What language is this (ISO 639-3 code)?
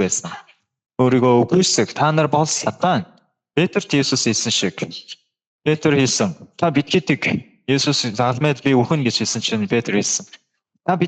mon